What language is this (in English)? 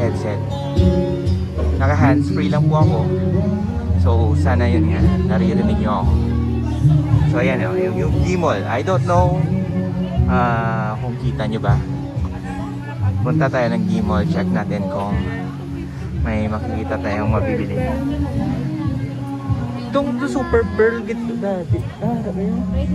Filipino